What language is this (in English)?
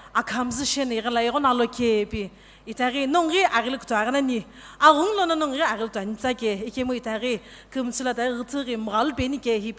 Sumi Naga